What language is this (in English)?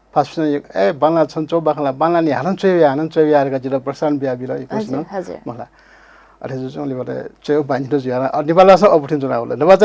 Newari